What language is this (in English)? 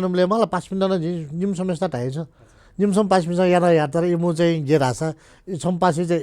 Newari